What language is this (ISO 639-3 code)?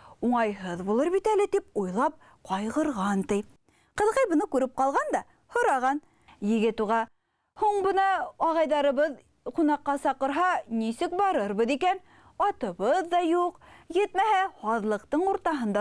bak